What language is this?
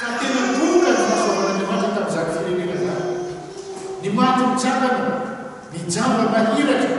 Malagasy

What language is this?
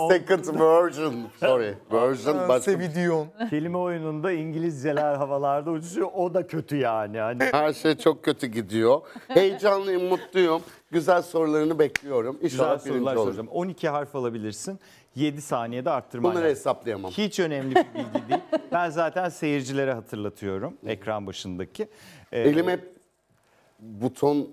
Turkish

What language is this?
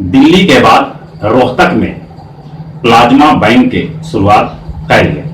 Magahi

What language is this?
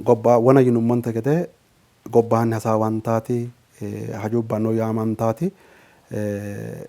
Sidamo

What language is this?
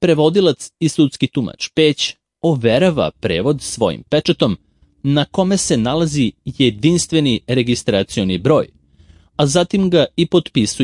Serbian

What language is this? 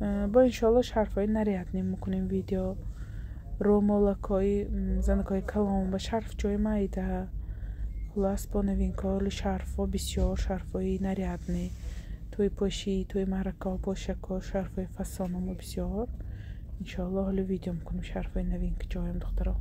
Tajik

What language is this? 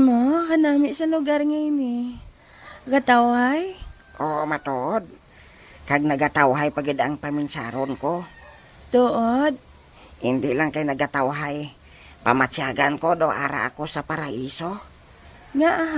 Hiligaynon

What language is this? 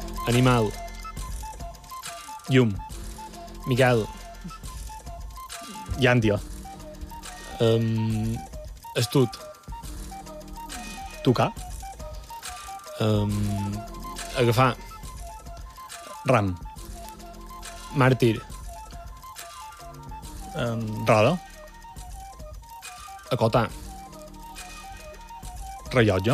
Catalan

